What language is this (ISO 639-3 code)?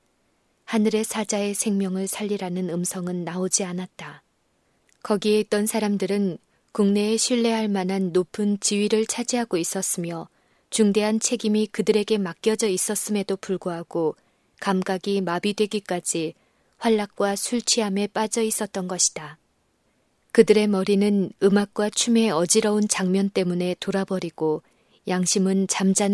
kor